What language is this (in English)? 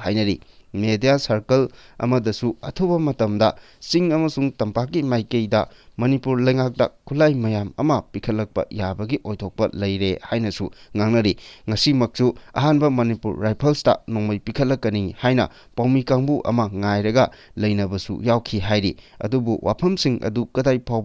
Manipuri